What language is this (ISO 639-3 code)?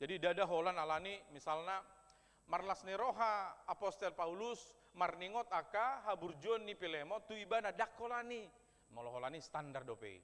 bbc